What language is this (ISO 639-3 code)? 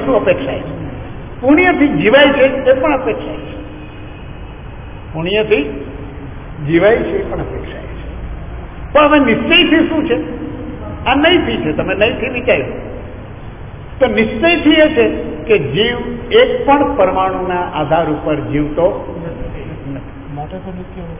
guj